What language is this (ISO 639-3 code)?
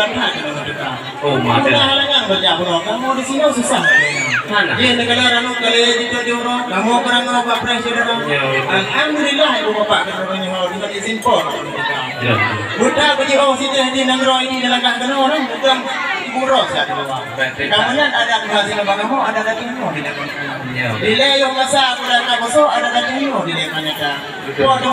ace